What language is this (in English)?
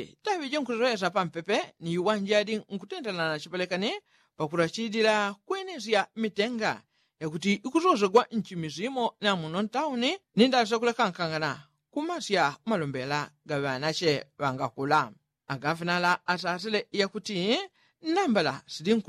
Yao